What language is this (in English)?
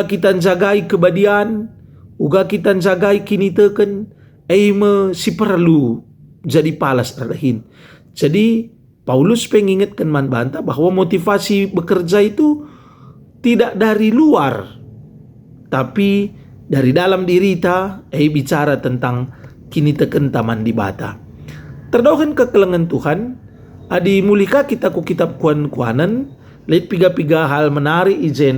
Batak Karo